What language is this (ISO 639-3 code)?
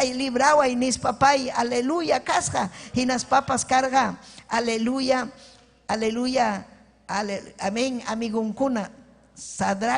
quy